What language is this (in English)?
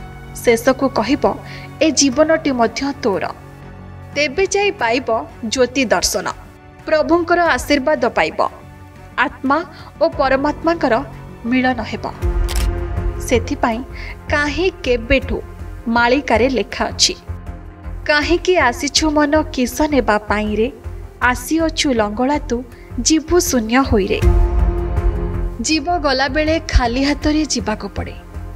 Odia